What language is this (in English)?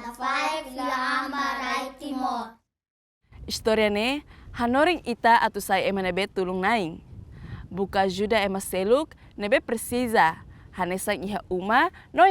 Tetum